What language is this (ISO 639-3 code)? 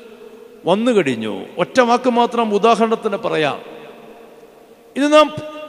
mal